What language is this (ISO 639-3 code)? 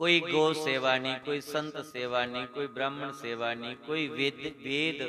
doi